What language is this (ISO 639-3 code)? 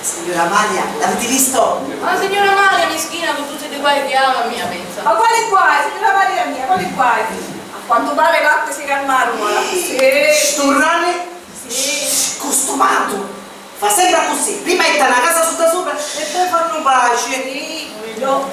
scn